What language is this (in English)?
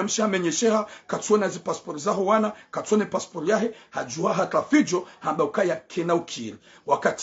Ngazidja Comorian